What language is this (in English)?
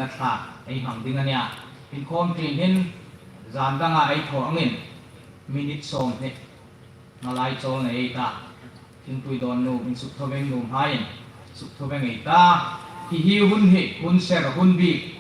Hmar